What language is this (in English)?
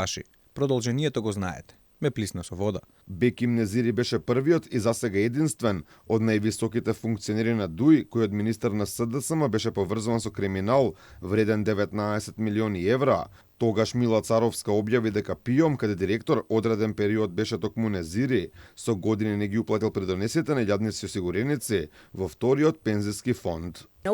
Macedonian